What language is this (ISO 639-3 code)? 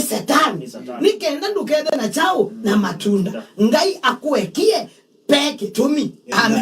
kam